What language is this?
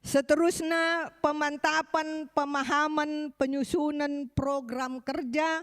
Batak Karo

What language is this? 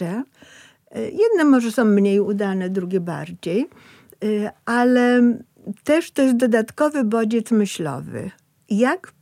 Polish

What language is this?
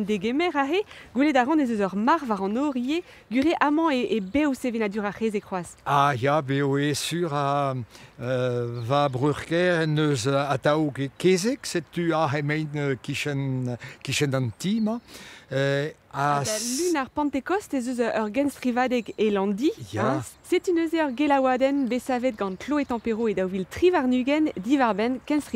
Breton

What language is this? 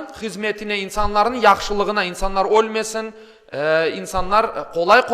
Crimean Tatar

